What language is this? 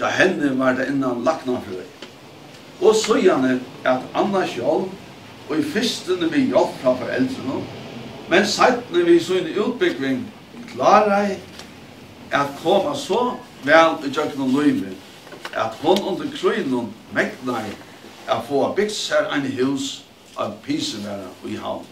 Faroese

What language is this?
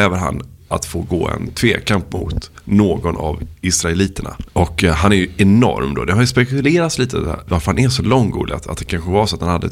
Swedish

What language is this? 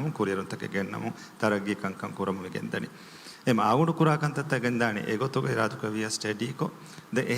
Divehi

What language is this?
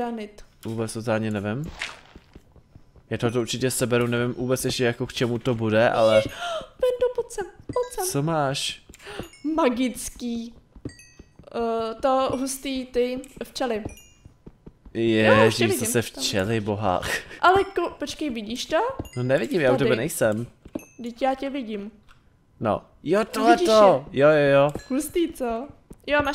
Czech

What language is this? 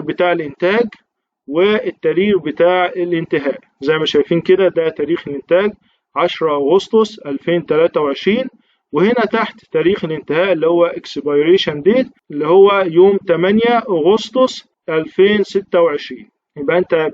Egyptian Arabic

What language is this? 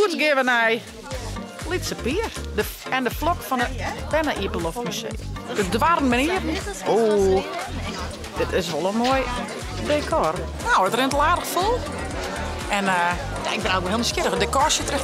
Western Frisian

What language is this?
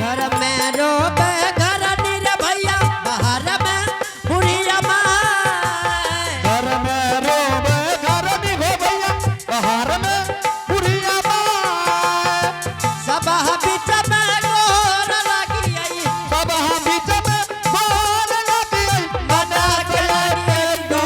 Angika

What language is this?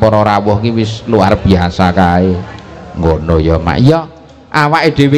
Javanese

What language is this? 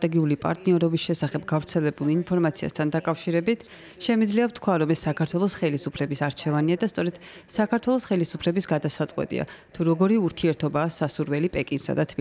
Georgian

